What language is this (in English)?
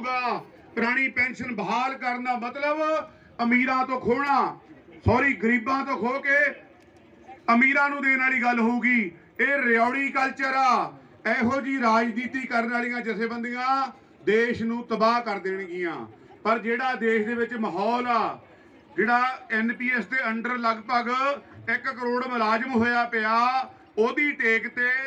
Punjabi